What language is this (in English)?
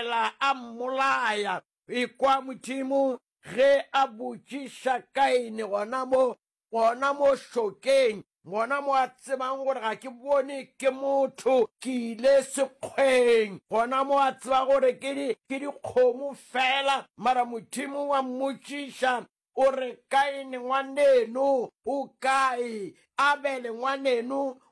Northern Sotho